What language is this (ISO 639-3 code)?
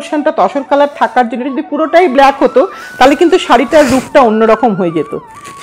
ben